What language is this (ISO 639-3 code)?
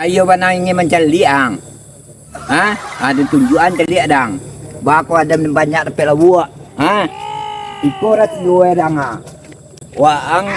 min